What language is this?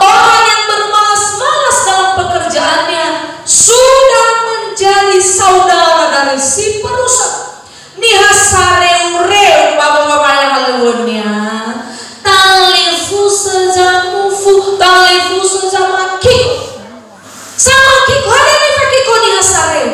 Nias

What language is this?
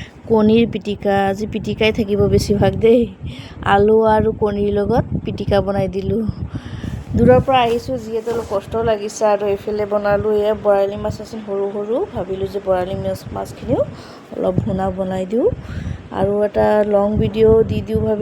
Assamese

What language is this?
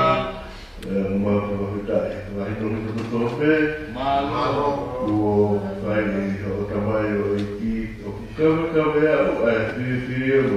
Tongan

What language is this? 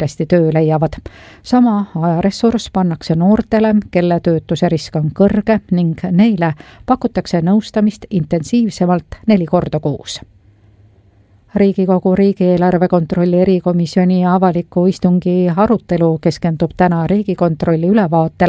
Estonian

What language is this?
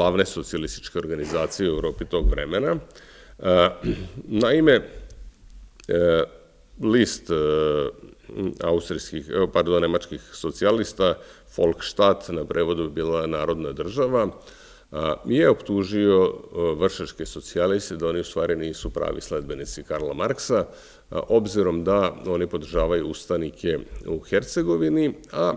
Serbian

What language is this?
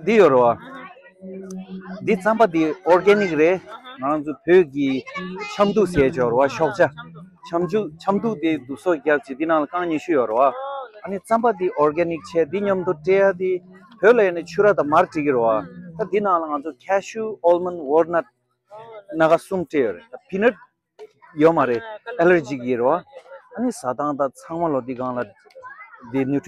Tibetan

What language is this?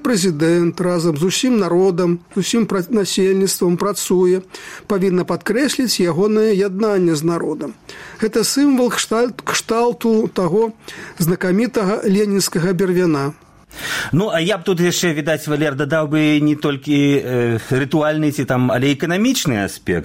Belarusian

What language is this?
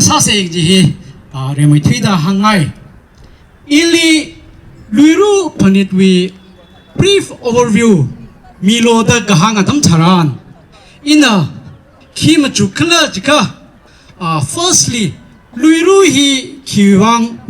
Tangkhul Naga (India)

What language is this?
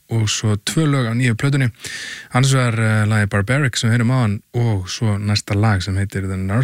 Icelandic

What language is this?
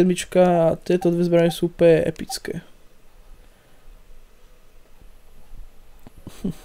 Slovak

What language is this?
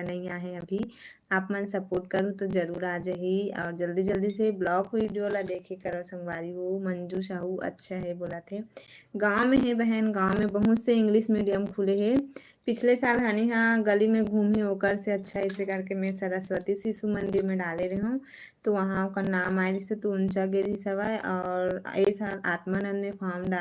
Chhattisgarhi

